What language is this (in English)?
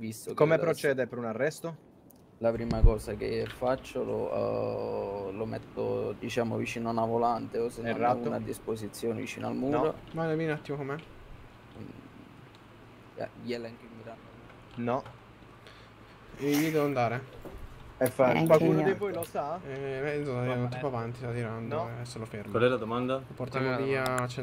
Italian